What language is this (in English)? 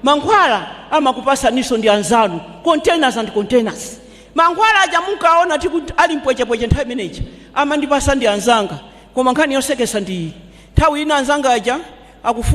Nyanja